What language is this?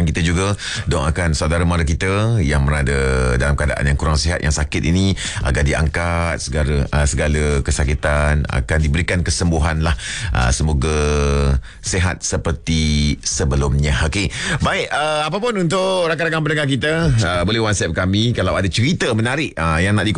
Malay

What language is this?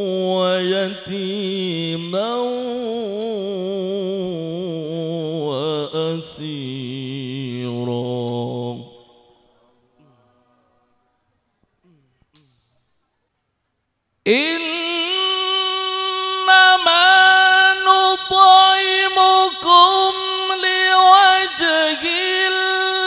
Arabic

